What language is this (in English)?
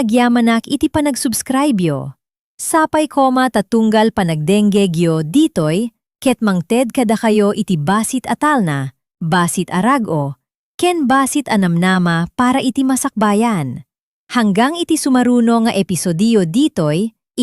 Iloko